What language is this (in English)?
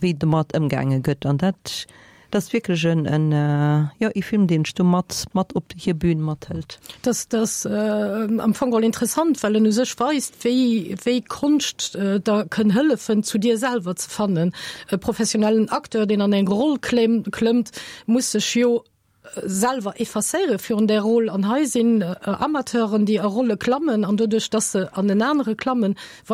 Luxembourgish